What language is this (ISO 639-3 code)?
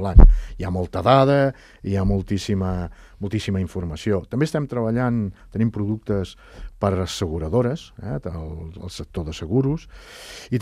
cat